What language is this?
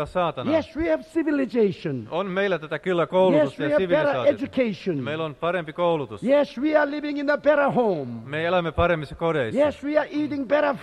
Finnish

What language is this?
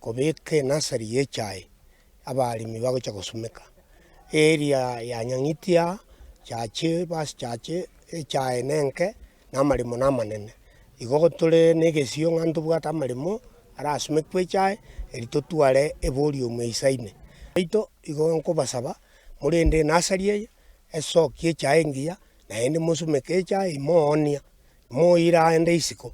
Gusii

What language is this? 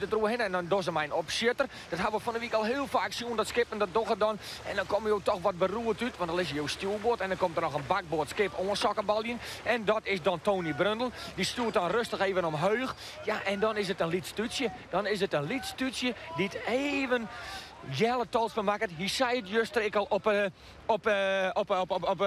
Western Frisian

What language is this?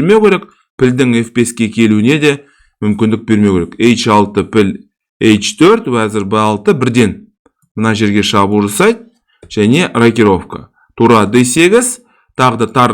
Kazakh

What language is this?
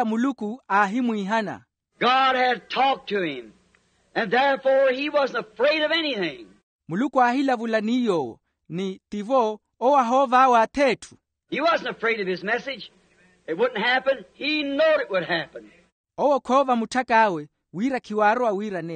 Makhuwa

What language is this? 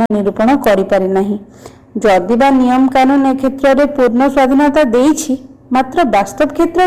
Odia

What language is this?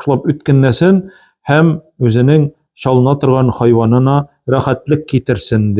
Tatar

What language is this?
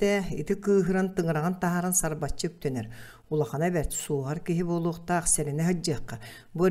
Yakut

